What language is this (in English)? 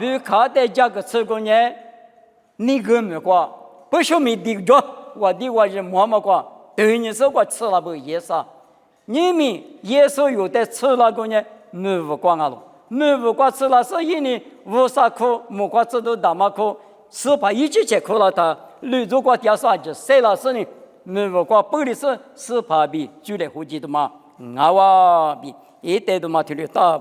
Lisu